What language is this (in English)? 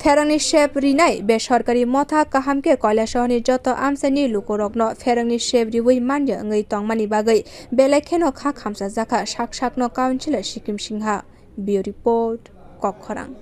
Kok Borok